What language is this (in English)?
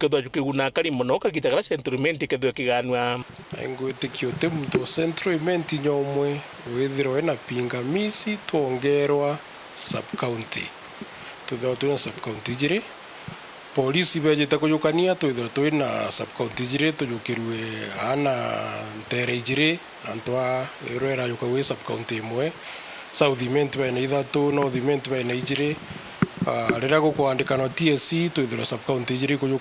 Meru